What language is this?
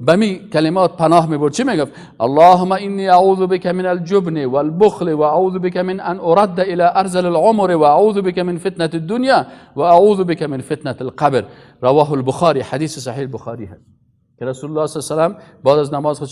Persian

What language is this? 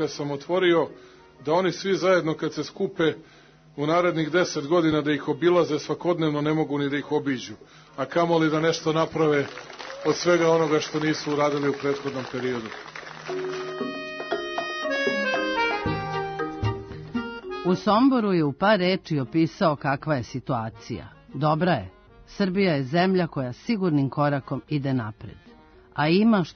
Serbian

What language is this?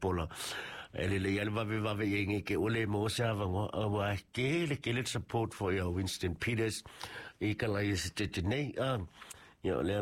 Samoan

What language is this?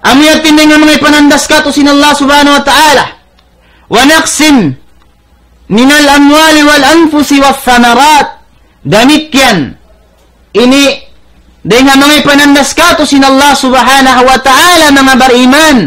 Tausug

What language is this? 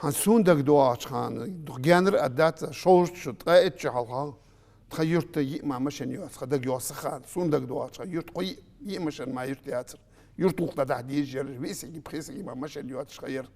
Ingush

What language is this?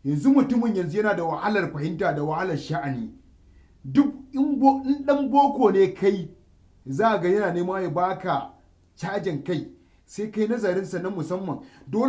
Hausa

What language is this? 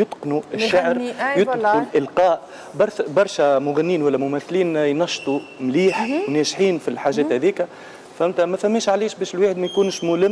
Tunisian Arabic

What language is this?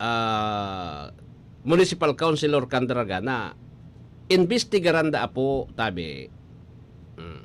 Bikol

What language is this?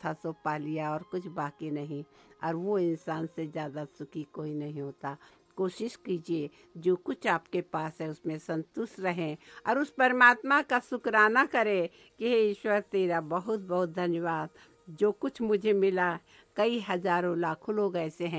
Hindi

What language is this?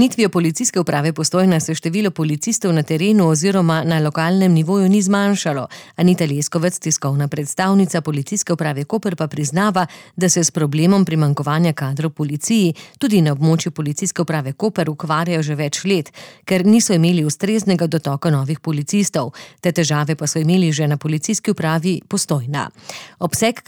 Slovenian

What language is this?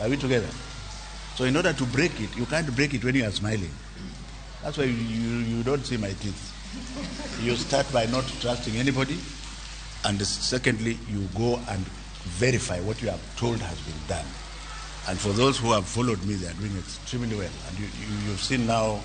Luo (Kenya and Tanzania)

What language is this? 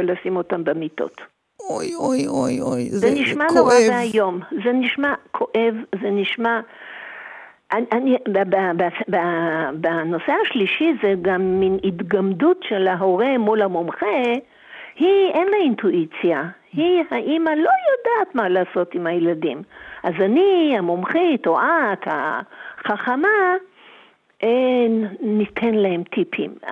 Hebrew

